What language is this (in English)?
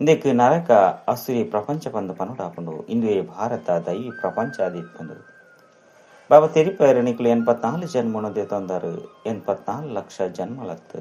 Tulu